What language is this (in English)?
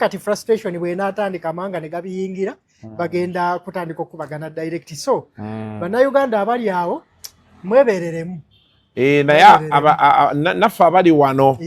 Ganda